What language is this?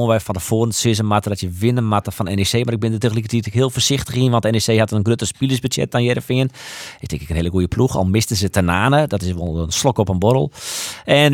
Western Frisian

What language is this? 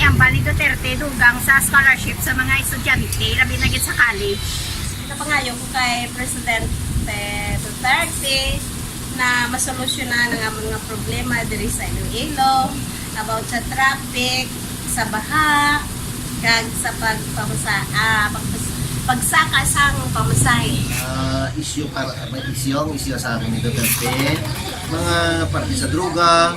Hiligaynon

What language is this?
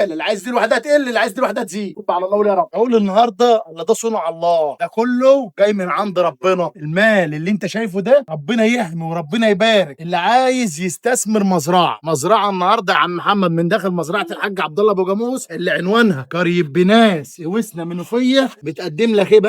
Egyptian Arabic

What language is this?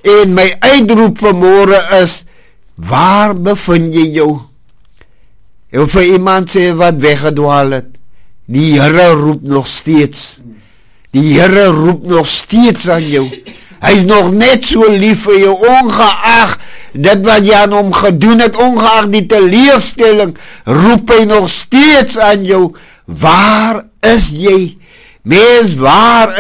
Afrikaans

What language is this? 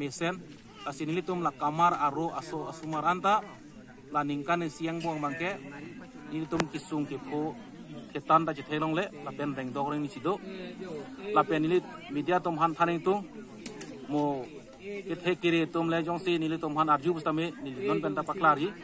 Karbi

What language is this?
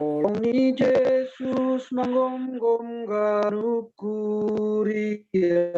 Batak Simalungun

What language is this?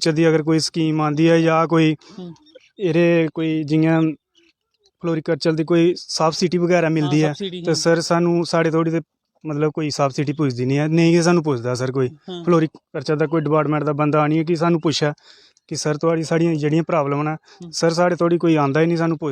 Dogri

